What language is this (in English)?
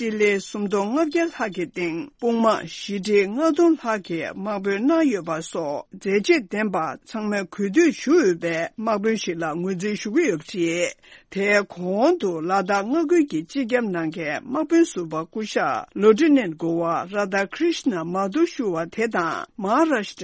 Tibetan